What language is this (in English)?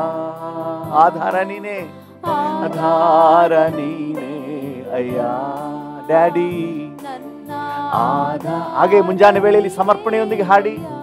Kannada